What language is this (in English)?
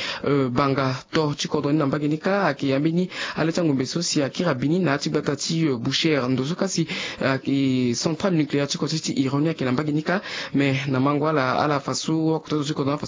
Sango